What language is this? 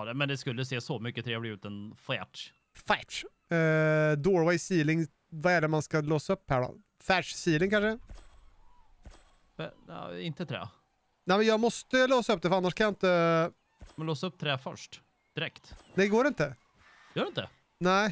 Swedish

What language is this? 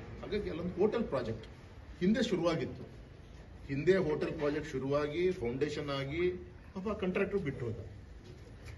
Kannada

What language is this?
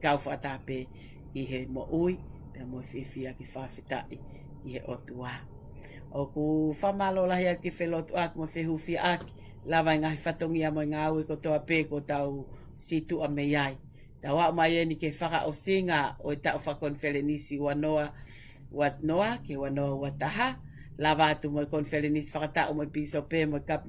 Tongan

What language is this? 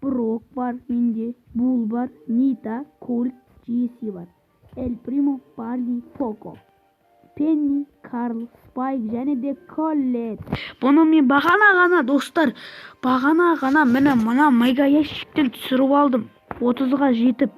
Kazakh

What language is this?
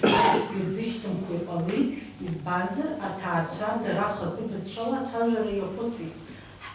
Abkhazian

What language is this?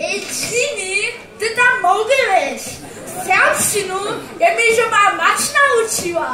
Upper Sorbian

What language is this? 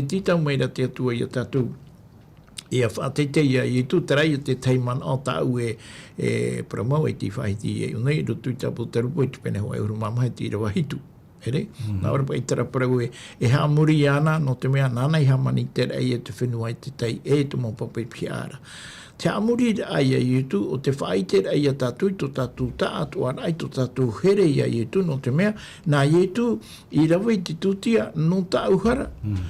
Tahitian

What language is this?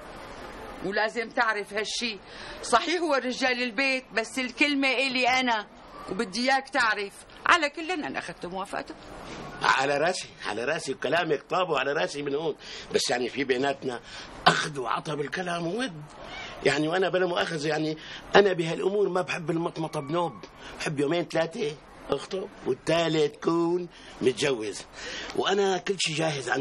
North Levantine Arabic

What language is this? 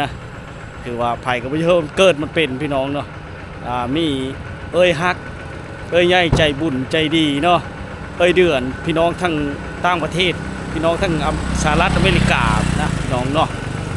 Lao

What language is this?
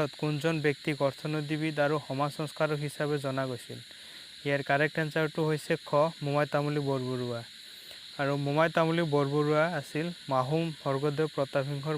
Assamese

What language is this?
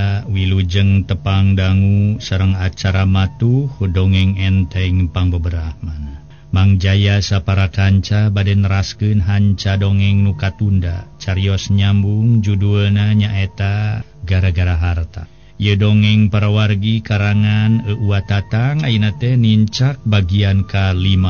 Sundanese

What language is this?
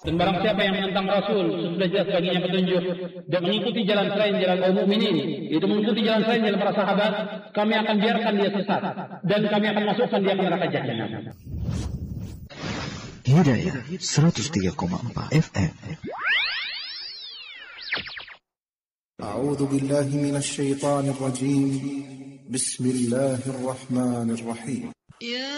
Indonesian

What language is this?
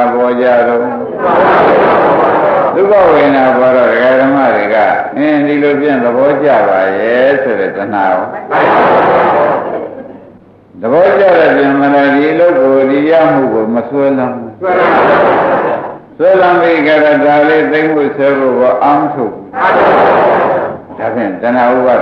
Burmese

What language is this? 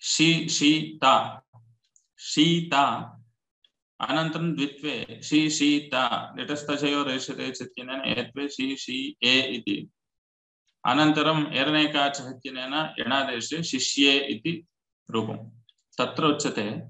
Sanskrit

